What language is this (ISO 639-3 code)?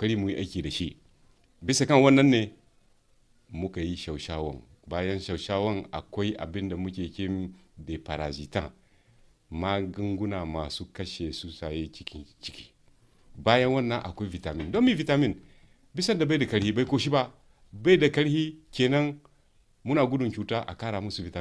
hau